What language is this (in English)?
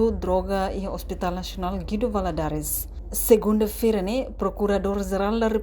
Tetum